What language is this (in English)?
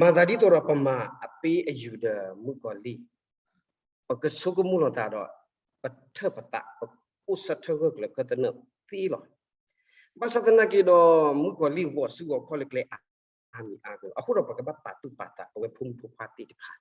S'gaw Karen